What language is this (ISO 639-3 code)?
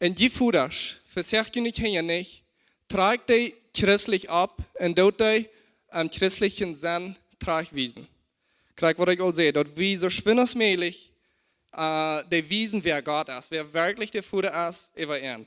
pdt